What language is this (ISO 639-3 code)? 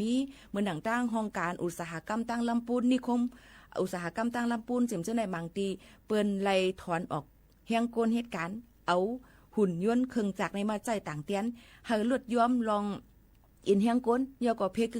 shn